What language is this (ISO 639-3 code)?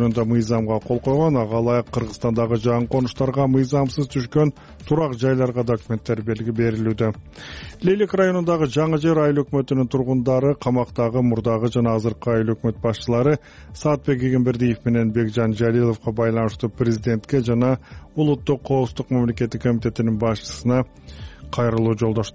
kir